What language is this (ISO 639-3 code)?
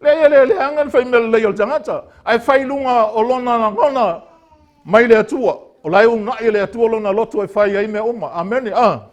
smo